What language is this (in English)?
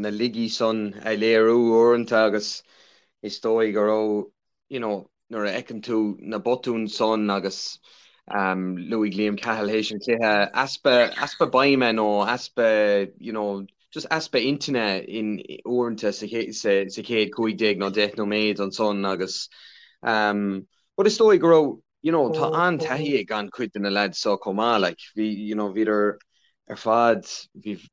Irish